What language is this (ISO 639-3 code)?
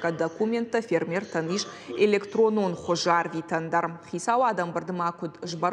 oss